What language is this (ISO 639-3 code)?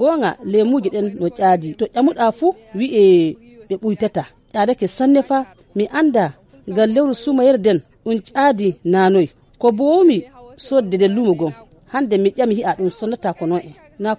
ful